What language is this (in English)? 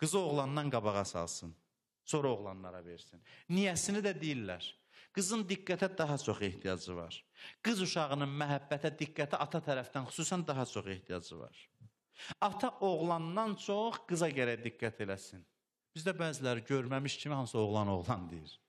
Azerbaijani